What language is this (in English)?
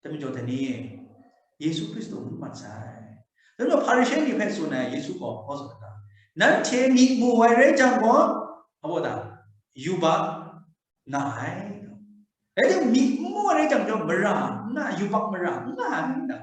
Kachin